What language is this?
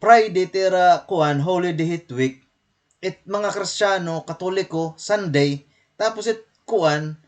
Waray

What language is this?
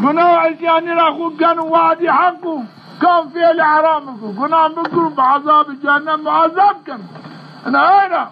Zaza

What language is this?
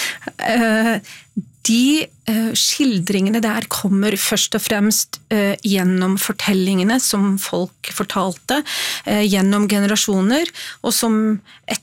Norwegian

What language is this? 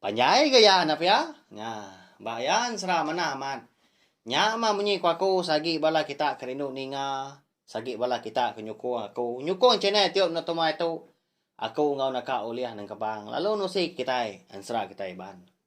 Iban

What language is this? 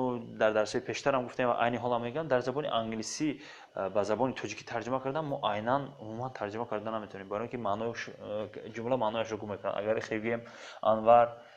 Tajik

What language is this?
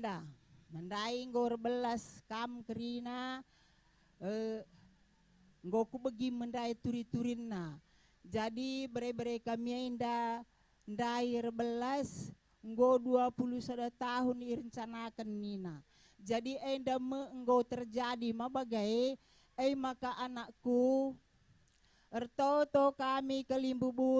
Batak Karo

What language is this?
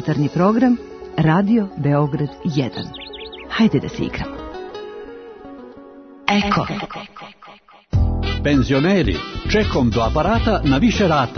Serbian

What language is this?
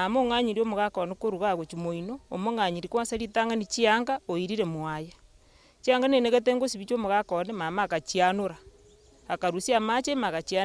Gusii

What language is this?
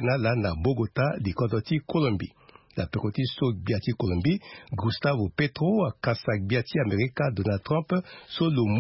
Sango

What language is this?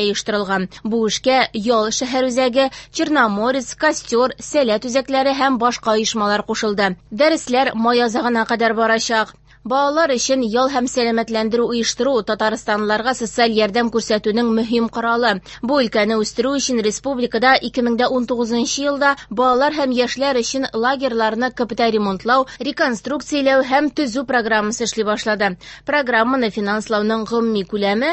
Tatar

